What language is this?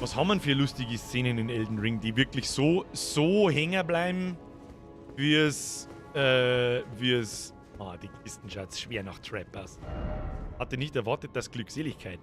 Bavarian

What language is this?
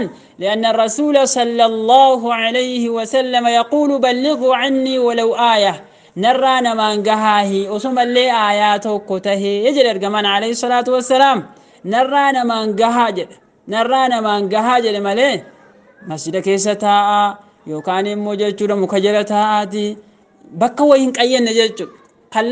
Oromo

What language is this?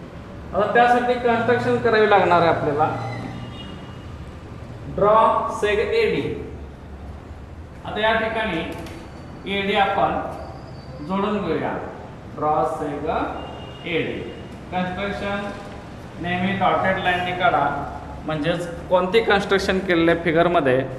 Marathi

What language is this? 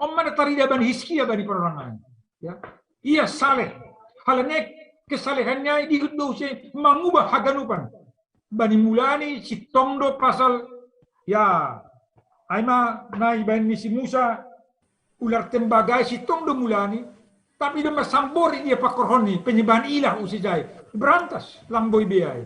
Batak Simalungun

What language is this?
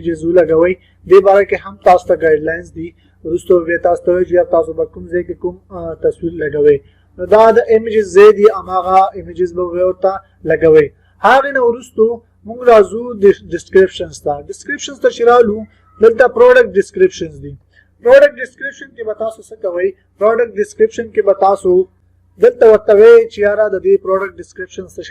Pashto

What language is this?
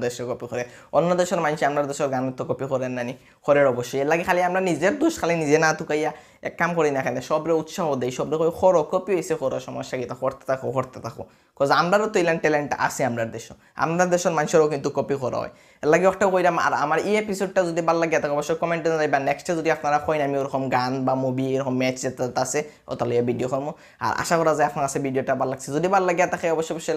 Sylheti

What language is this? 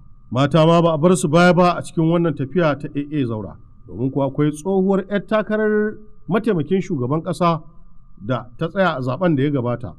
Hausa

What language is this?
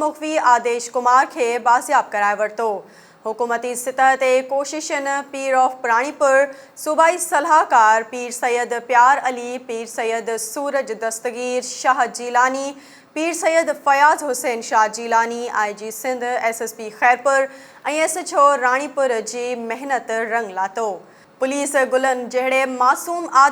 Sindhi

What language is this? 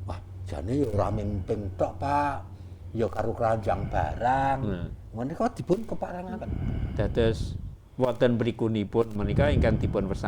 Javanese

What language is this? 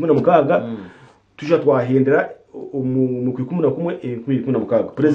Nyankole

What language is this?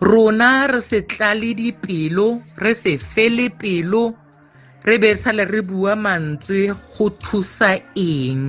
Tswana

